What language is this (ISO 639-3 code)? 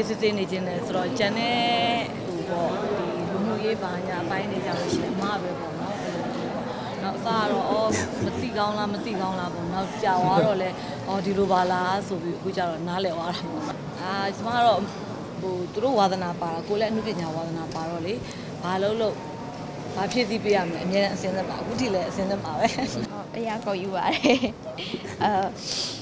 mya